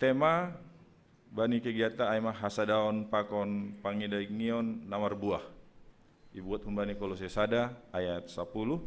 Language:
Batak Simalungun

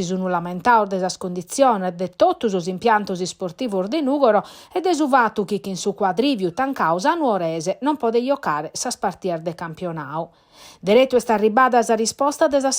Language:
Sardinian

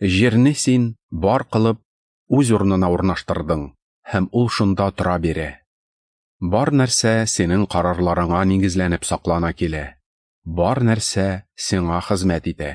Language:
Tatar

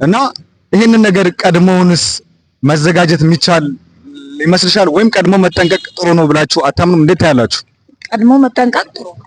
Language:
Amharic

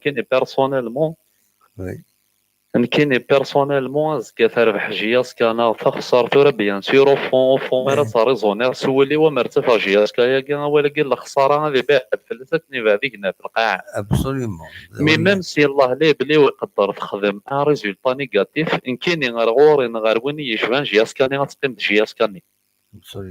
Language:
Kabyle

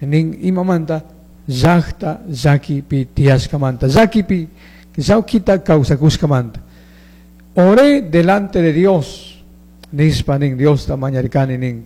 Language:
Chimborazo Highland Quichua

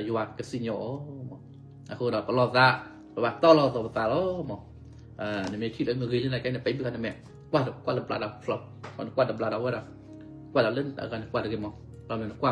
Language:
S'gaw Karen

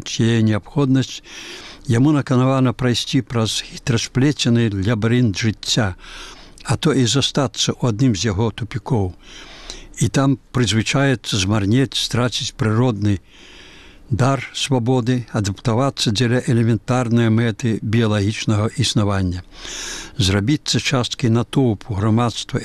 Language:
Belarusian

